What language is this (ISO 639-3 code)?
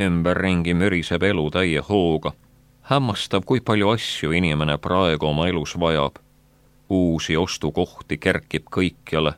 est